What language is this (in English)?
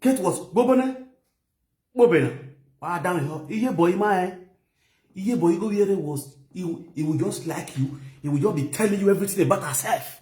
Nigerian Pidgin